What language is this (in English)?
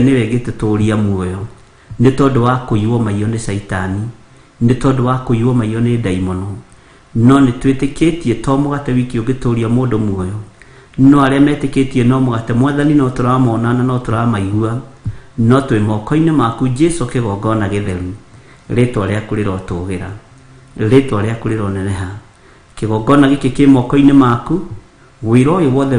Kikuyu